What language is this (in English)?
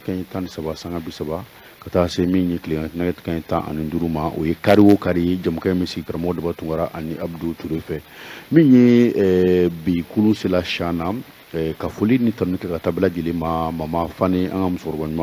Bambara